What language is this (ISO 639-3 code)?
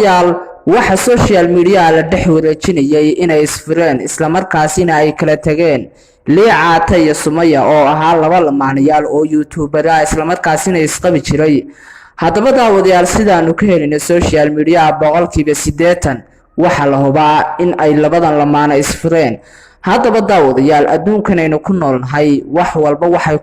som